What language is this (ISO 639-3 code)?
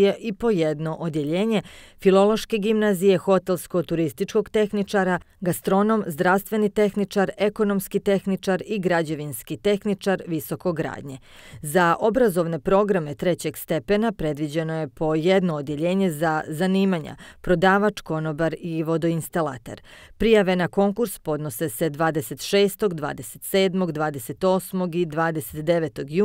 bos